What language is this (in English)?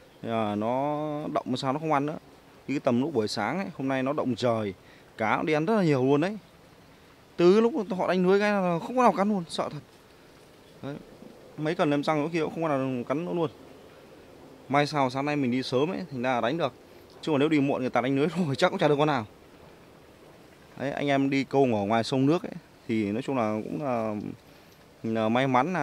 Vietnamese